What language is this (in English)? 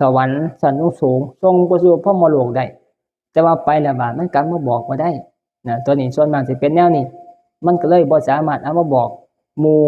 Northeastern Thai